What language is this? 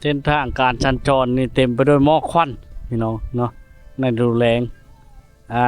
Lao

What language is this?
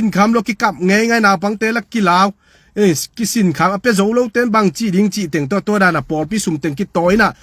Tedim Chin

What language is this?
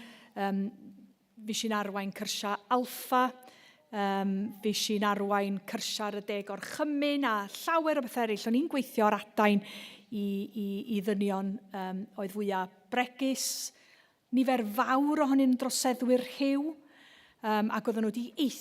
Welsh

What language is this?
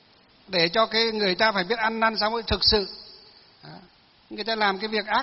Vietnamese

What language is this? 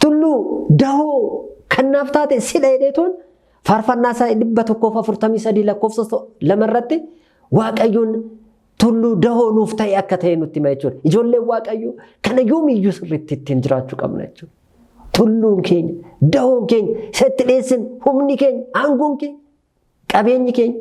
Oromo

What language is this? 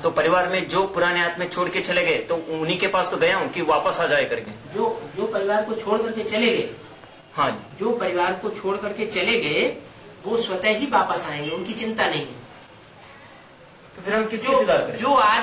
Hindi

